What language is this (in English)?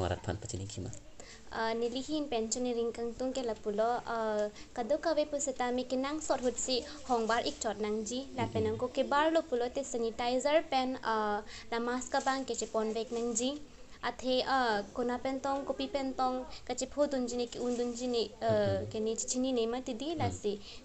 Karbi